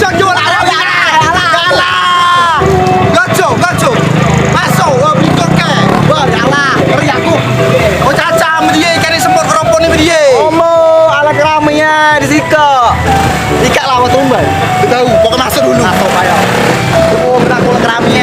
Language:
Musi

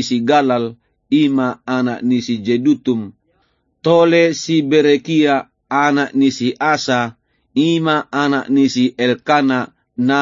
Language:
Batak Toba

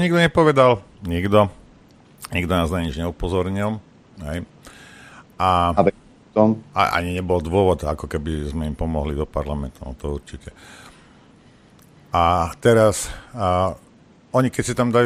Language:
Slovak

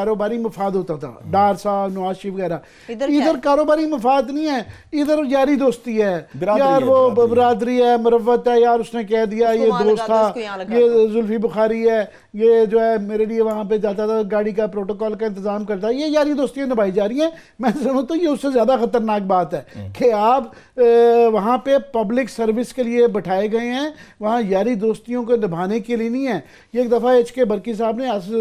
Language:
Urdu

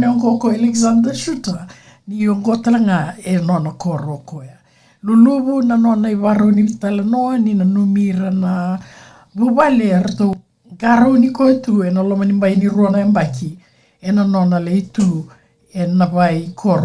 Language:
Fijian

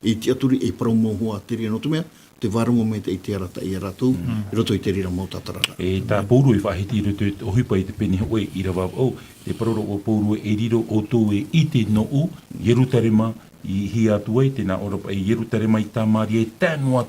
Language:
Tahitian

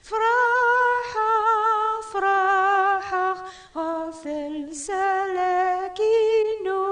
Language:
Kabyle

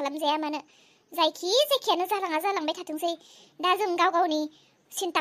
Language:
Bodo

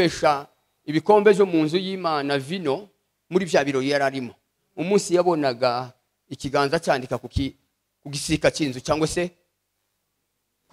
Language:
Kinyarwanda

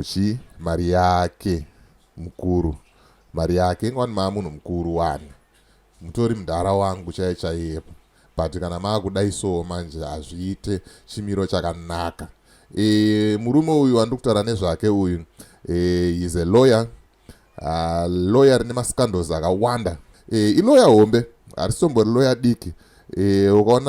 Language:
Shona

